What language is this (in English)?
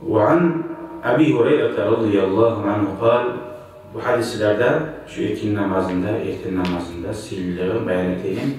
Kumyk